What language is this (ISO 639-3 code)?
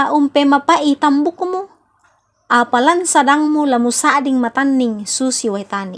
sda